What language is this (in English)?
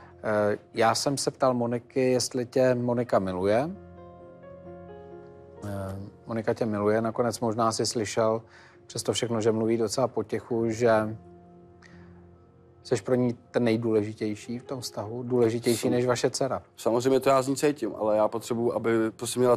Czech